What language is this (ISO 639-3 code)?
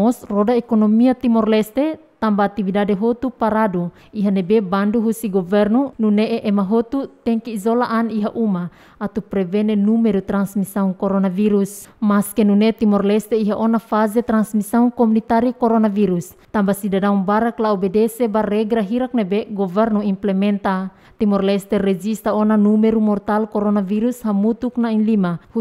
tet